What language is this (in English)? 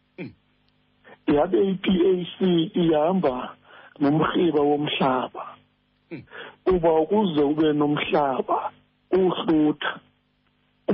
Xhosa